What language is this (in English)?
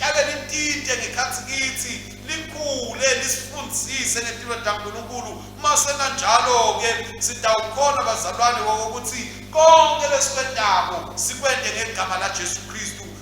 Swati